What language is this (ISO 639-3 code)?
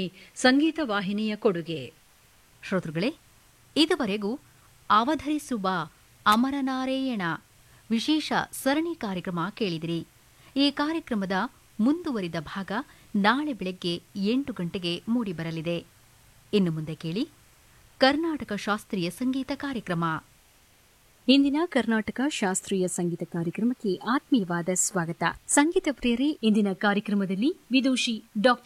kan